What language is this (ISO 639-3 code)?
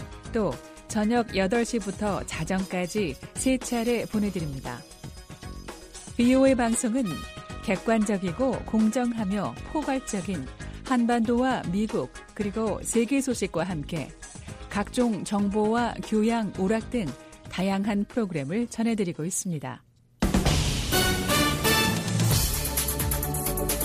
kor